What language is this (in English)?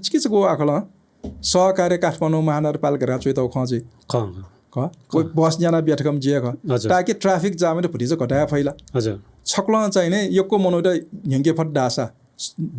Newari